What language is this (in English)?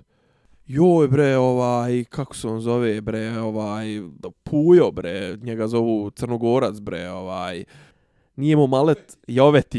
Bosnian